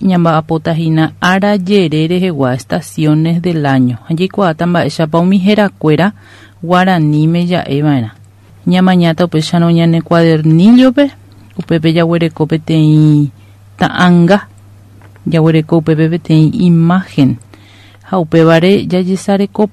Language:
Guarani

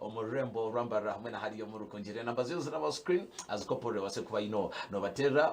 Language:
Nyankole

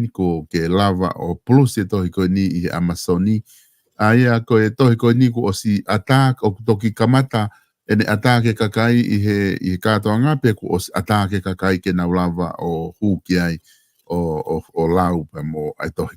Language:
Tongan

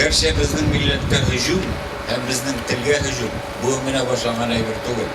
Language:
Tatar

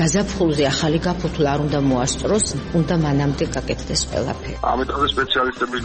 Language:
Georgian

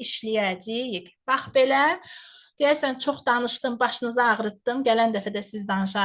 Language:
Azerbaijani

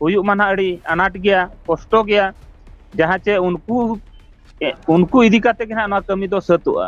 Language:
Santali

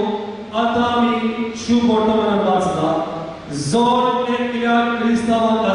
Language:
Konkani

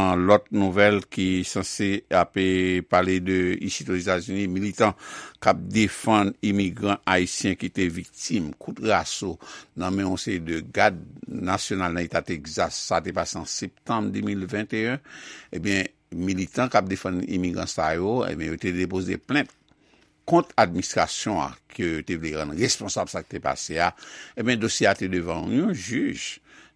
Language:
Haitian Creole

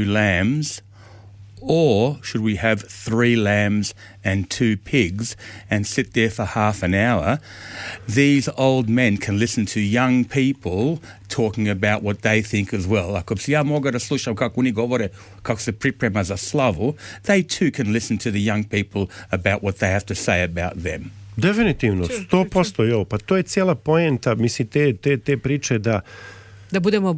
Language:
Serbian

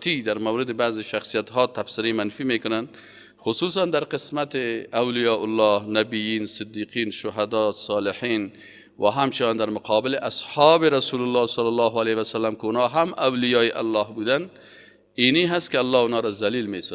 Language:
Persian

